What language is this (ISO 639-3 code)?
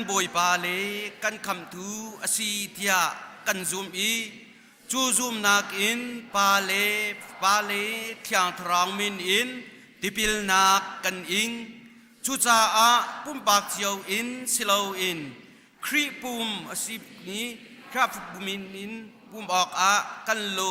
cnh